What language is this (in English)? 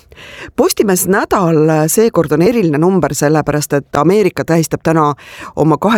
Estonian